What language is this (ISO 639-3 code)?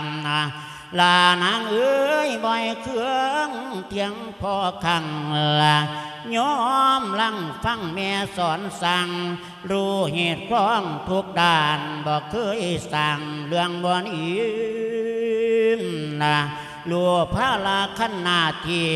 lao